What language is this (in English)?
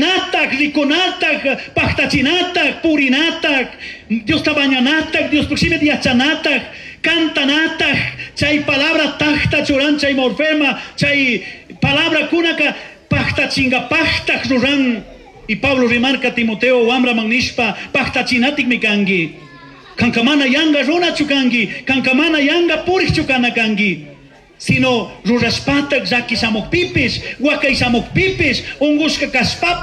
Chimborazo Highland Quichua